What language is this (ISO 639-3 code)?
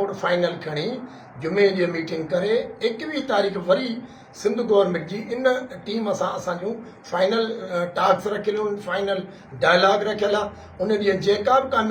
snd